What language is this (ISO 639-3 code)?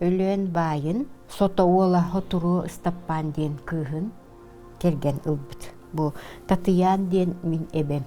sah